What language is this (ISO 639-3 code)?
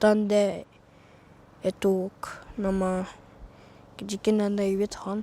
atj